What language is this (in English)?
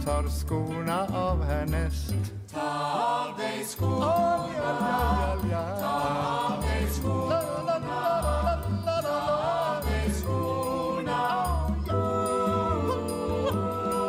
Swedish